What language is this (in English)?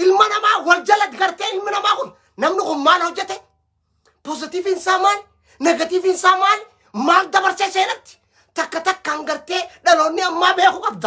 Oromo